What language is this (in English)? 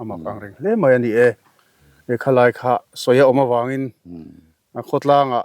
Mizo